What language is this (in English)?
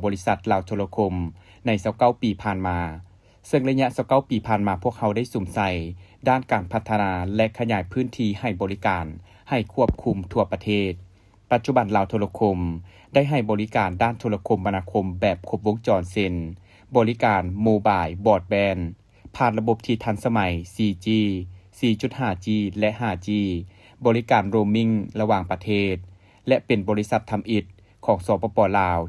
Lao